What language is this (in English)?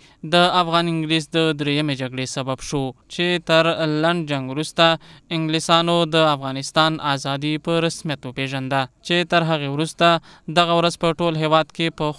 Pashto